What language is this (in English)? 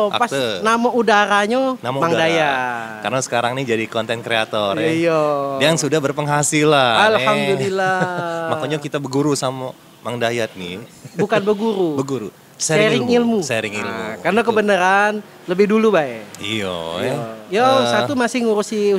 Musi